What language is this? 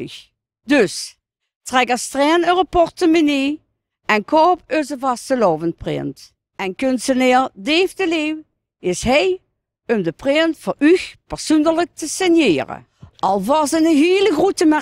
Limburgish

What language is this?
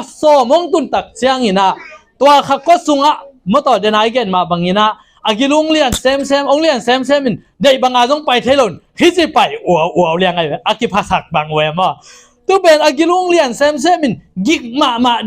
Tedim Chin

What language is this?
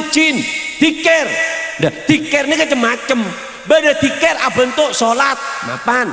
Madurese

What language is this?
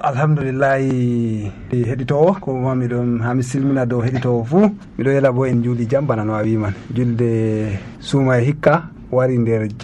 Nigerian Fulfulde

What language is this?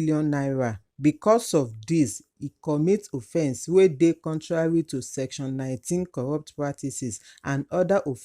Nigerian Pidgin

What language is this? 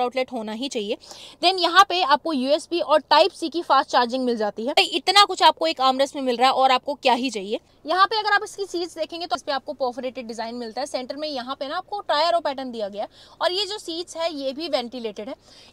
Hindi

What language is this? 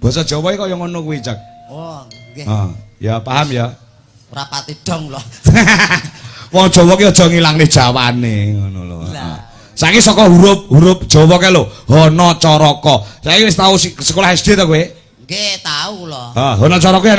Javanese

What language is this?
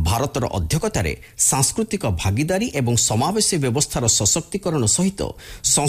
Odia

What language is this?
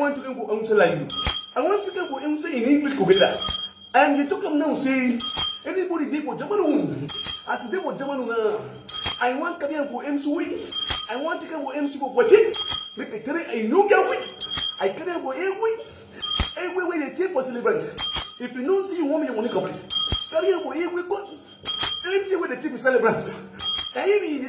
Nigerian Pidgin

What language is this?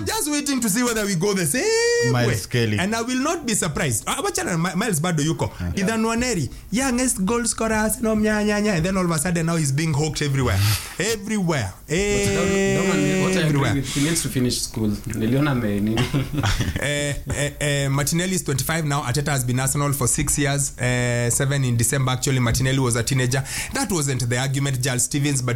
Swahili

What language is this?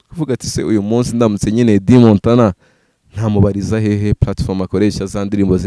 Kinyarwanda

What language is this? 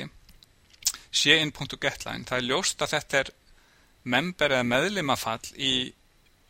Icelandic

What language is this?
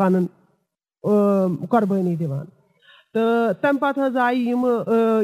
Kashmiri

